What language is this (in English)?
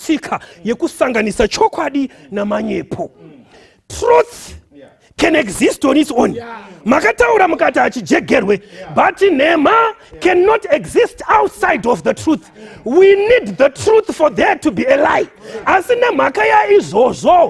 Shona